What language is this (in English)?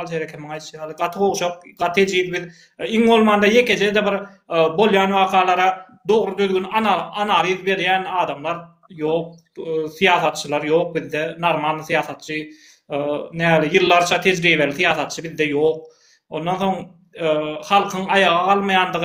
Turkmen